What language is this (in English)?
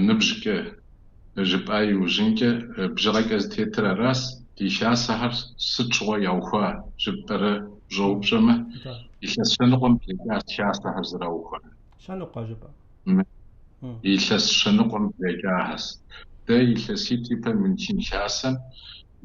Kabardian